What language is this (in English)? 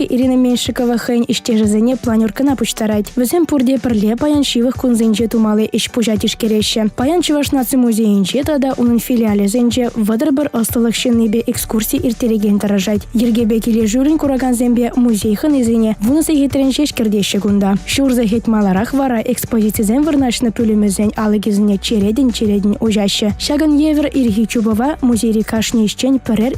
Chuvash